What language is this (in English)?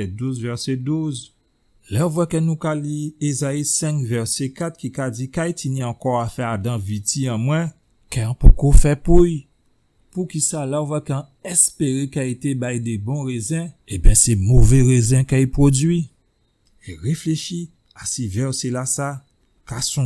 Guadeloupean Creole French